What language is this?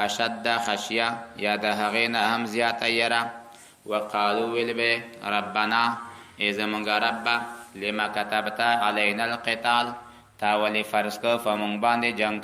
Pashto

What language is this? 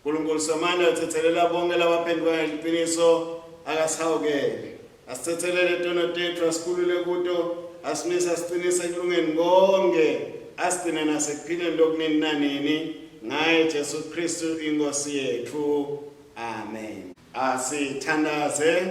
Swati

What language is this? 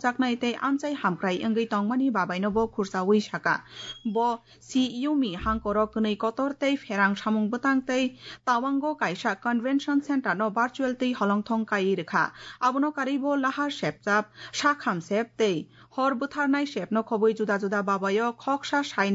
Kok Borok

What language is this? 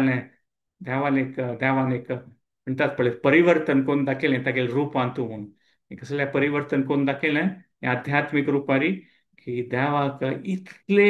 Konkani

